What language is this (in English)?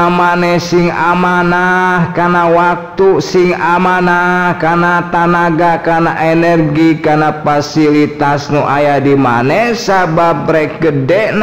Sundanese